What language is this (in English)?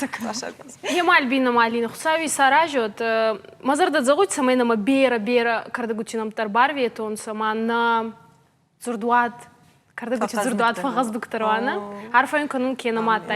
Ossetic